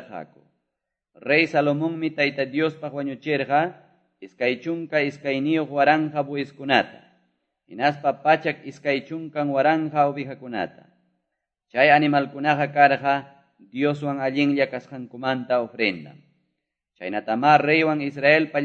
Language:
Quechua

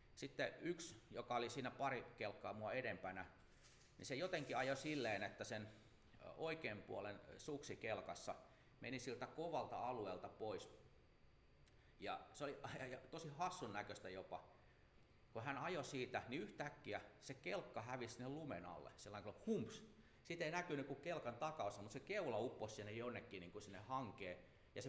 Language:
Finnish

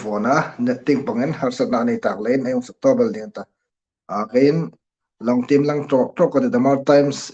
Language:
Hmar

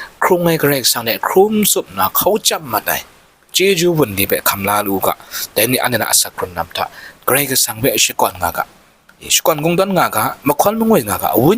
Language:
Kachin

